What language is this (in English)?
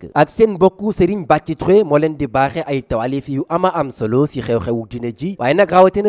Wolof